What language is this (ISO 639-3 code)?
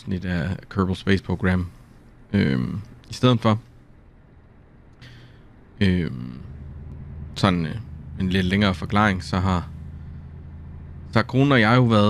dan